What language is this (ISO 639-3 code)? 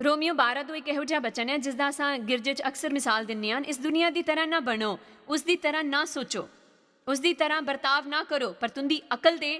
doi